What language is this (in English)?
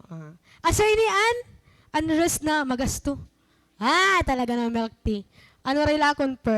Waray